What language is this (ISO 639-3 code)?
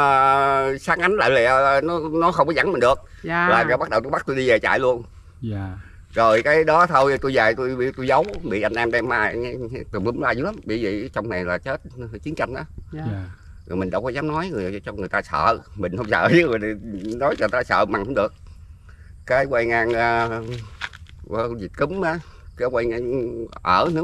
vie